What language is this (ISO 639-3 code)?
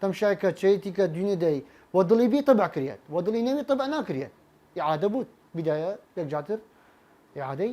sdh